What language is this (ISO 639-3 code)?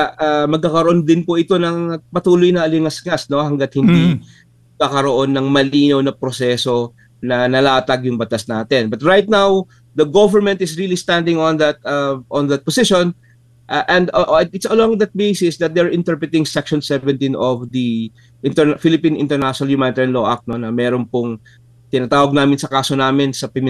fil